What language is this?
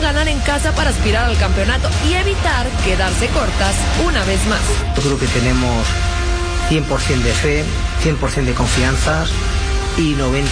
Spanish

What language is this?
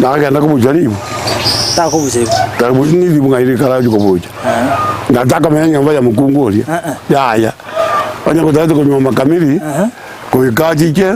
Gusii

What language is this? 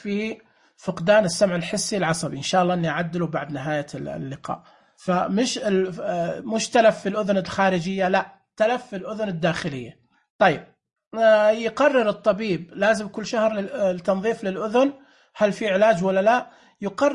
Najdi Arabic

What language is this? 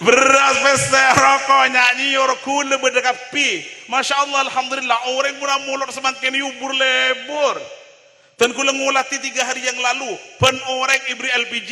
Madurese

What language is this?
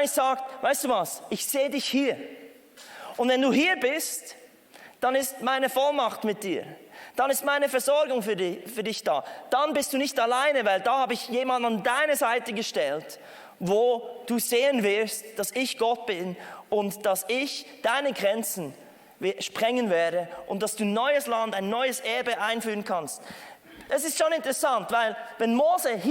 Swiss German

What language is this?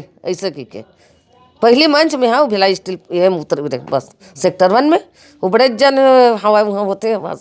Chhattisgarhi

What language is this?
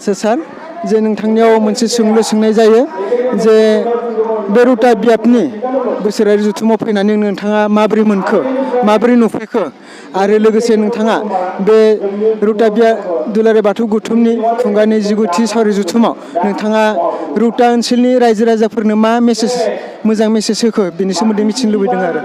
Bodo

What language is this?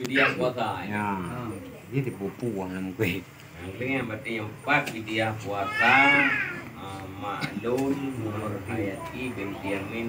Achinese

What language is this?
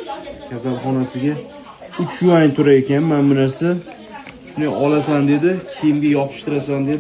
Uzbek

